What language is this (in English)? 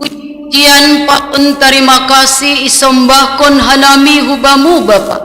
Batak Simalungun